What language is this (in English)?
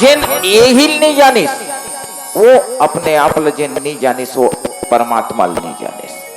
Chhattisgarhi